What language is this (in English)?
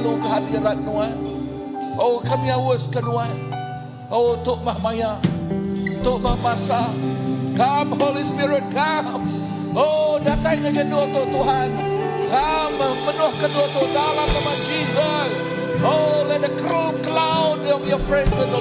Iban